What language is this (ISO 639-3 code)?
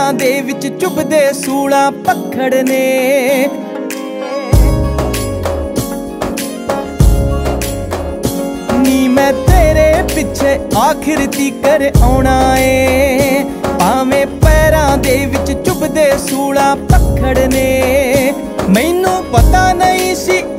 pan